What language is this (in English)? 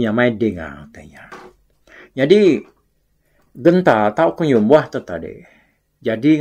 Iban